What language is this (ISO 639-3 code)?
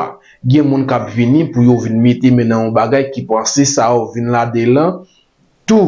hat